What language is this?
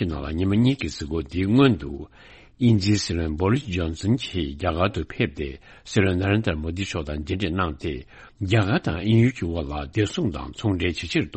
Tibetan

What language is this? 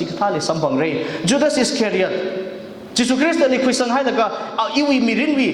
Tangkhul Naga (India)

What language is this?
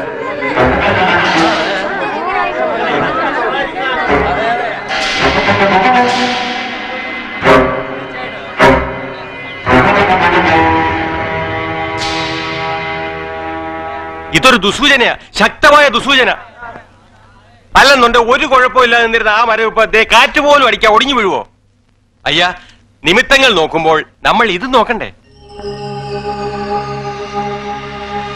Malayalam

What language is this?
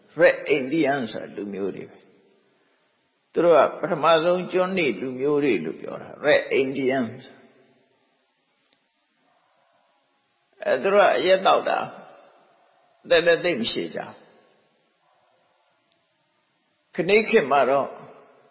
Burmese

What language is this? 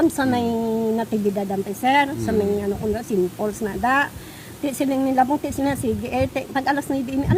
Hiligaynon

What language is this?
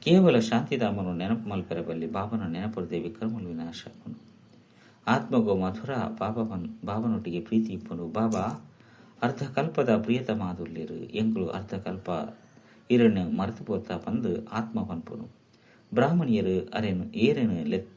Tulu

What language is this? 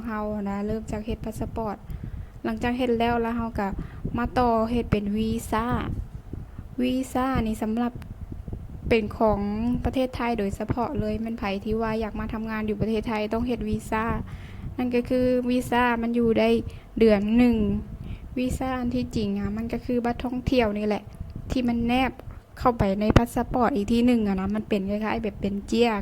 Lao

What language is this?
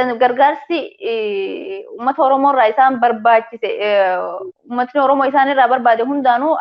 Oromo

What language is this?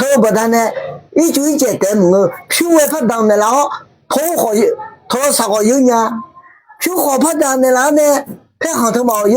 Akha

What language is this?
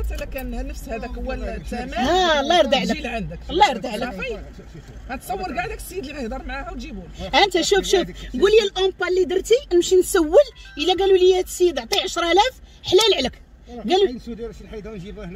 Moroccan Arabic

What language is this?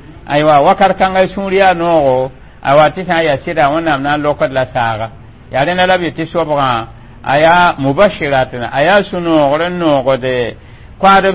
Mossi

